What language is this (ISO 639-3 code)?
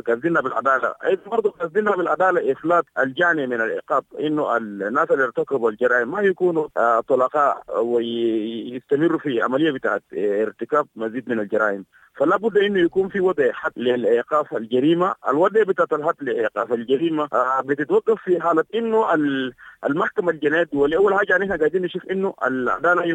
apd